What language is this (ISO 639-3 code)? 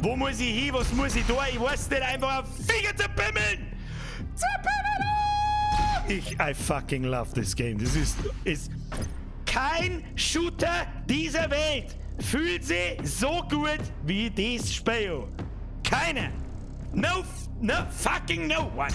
bar